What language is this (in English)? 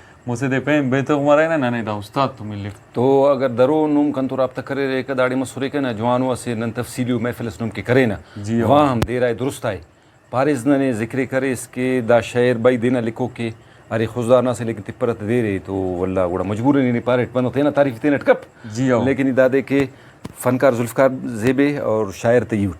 Brahui